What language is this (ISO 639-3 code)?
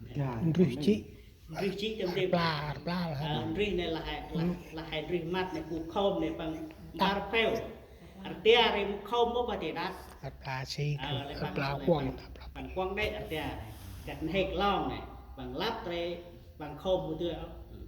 cmo